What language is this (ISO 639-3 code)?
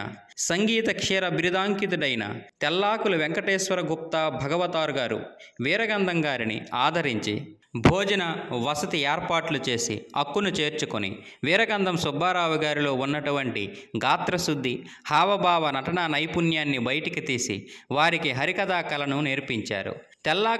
tel